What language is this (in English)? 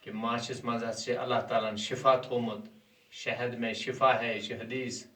Kashmiri